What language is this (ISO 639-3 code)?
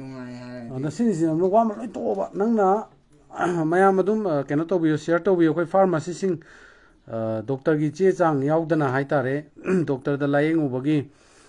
mni